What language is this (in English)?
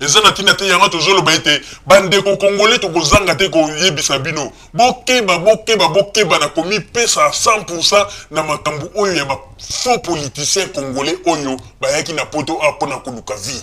Lingala